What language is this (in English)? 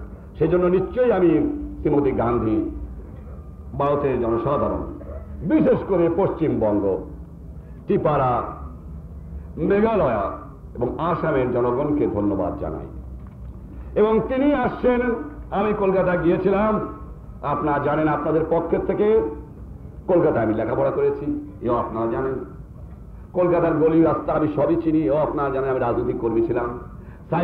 Bangla